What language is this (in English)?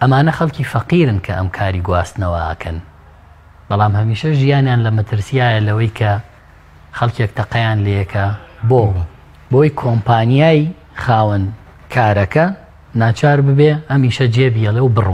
Central Kurdish